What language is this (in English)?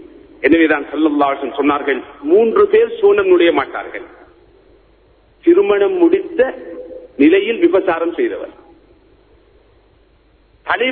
Tamil